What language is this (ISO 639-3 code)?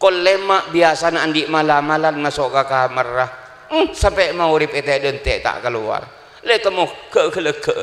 mad